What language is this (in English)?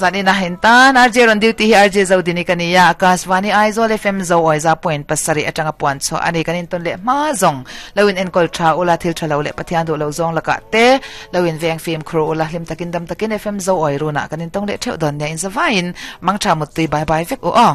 Mizo